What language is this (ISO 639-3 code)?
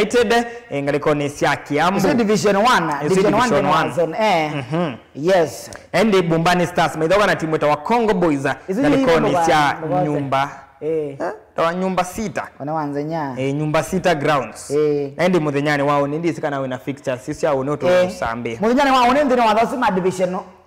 kam